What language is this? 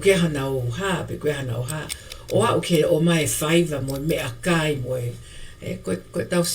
Tongan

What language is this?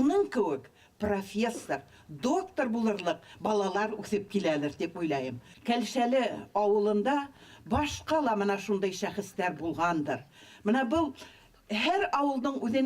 Bashkir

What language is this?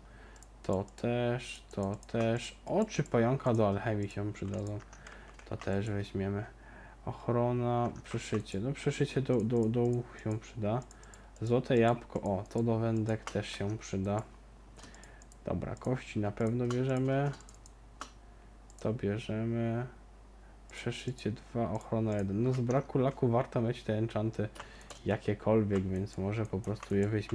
Polish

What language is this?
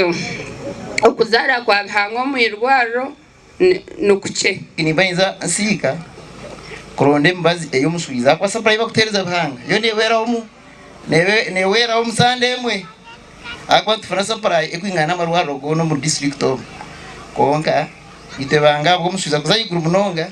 Nyankole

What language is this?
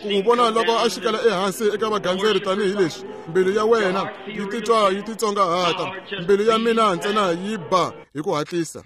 Tsonga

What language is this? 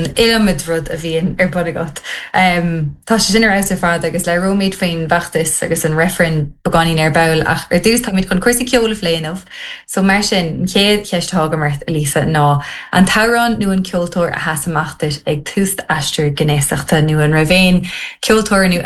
Irish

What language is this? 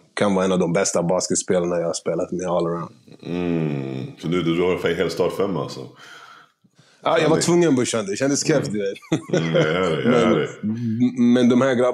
Swedish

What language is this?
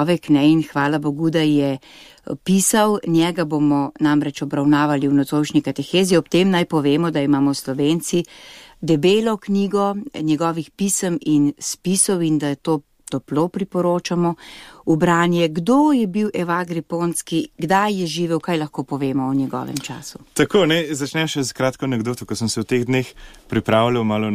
Slovenian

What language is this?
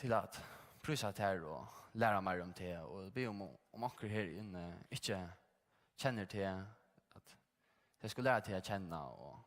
Faroese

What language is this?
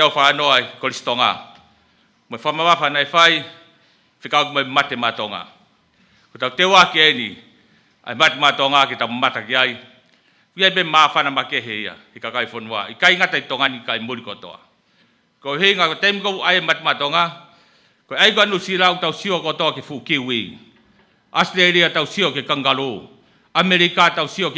Tongan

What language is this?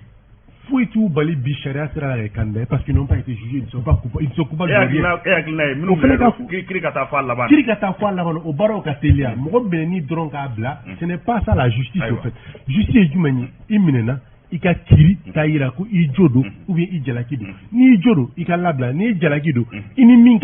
Bambara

